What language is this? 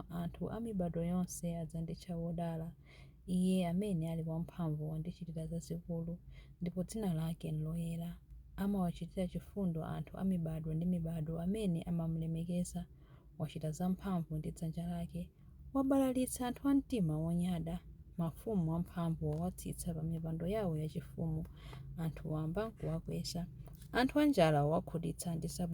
Nyanja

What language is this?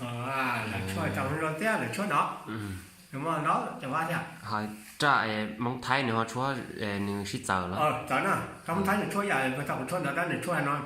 Hmong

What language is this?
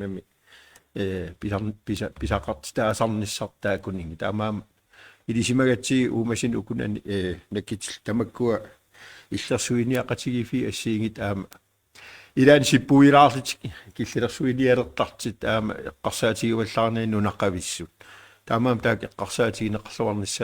Kalaallisut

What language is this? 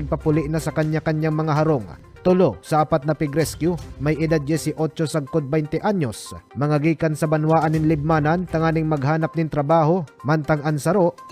Bikol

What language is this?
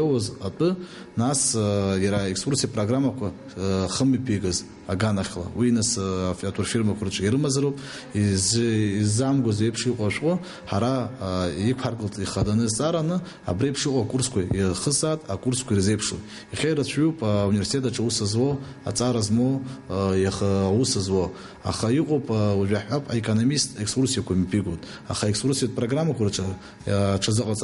Abkhazian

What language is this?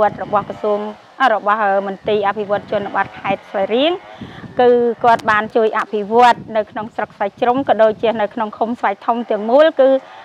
Khmer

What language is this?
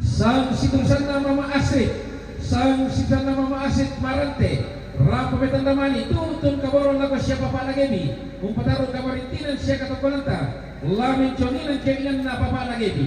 Toraja-Sa'dan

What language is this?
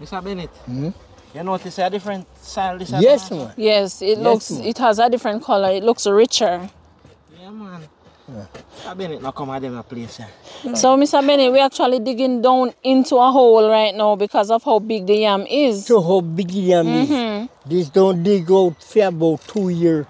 Jamaican Creole English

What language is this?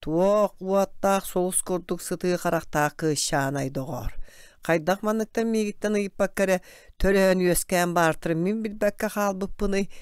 Yakut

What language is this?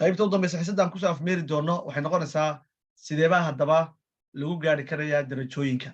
Somali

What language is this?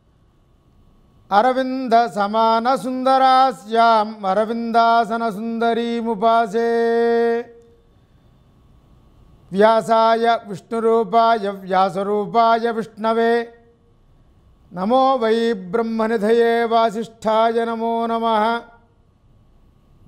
Telugu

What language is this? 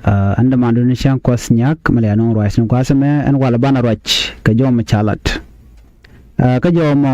Nuer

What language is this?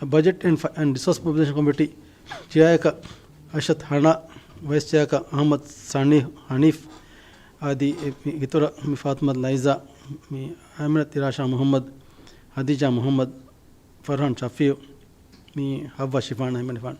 Divehi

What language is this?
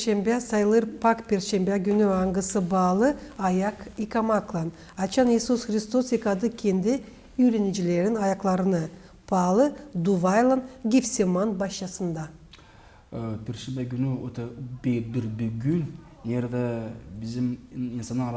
Gagauz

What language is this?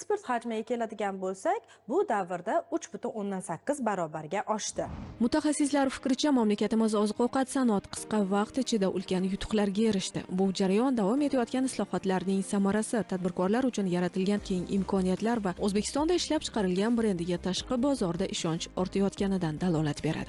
Uzbek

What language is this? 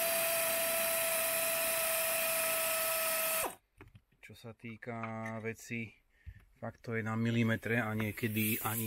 Slovak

